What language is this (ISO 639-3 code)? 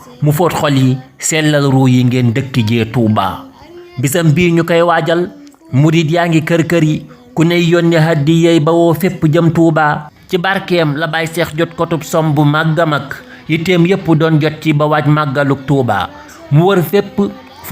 wol